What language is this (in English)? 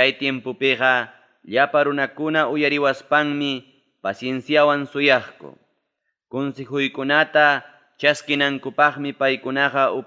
Ayacucho Quechua